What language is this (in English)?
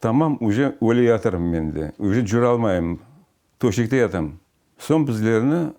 Crimean Tatar